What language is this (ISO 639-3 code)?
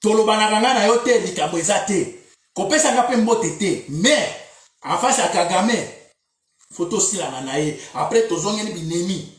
lin